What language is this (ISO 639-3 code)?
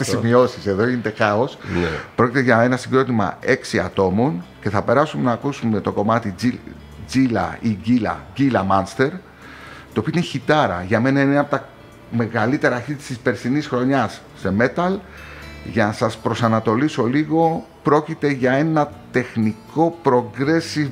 ell